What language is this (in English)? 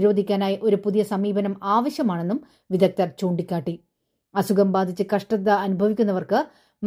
Malayalam